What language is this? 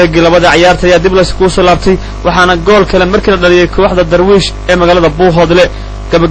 Somali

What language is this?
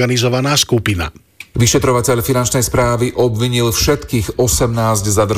Slovak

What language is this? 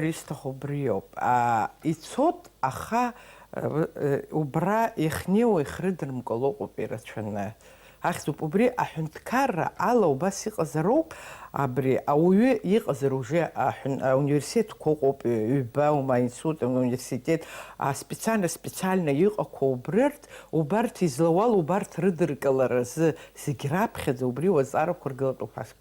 Abkhazian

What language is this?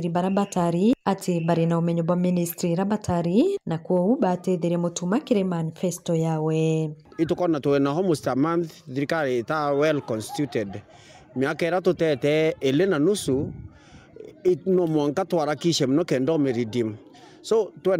Meru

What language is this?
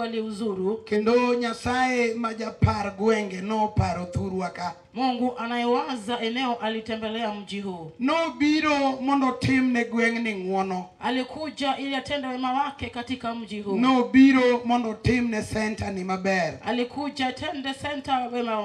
Luo (Kenya and Tanzania)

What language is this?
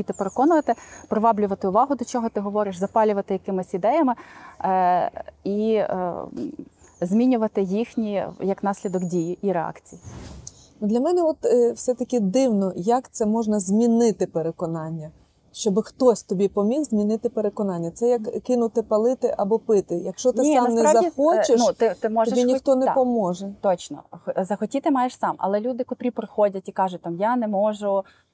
Ukrainian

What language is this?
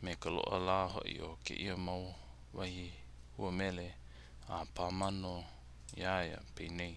Hawaiian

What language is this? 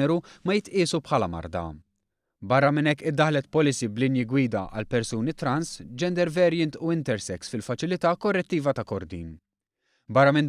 Maltese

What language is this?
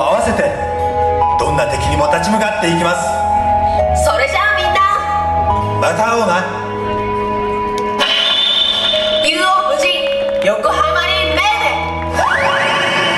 Japanese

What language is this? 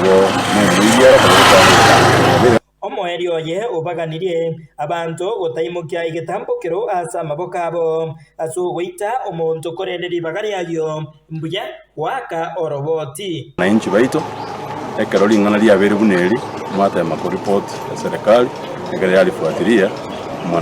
Gusii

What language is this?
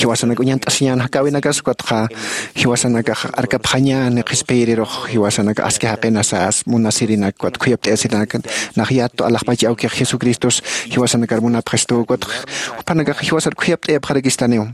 Aymara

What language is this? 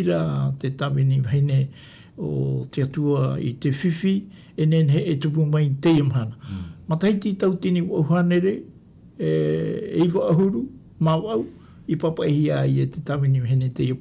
Tahitian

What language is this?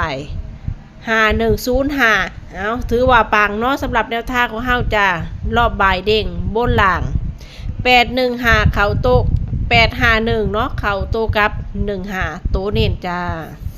Northeastern Thai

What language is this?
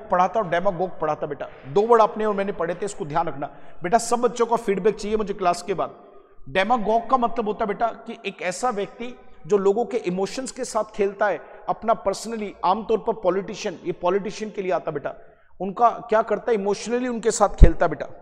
Hindi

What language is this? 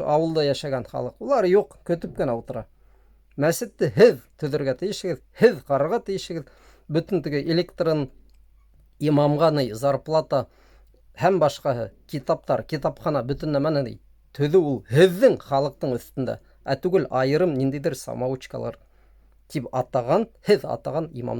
Bashkir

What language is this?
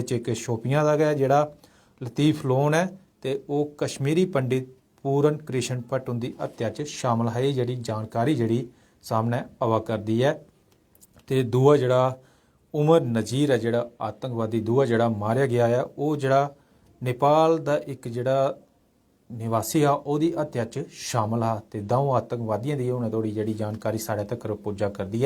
Dogri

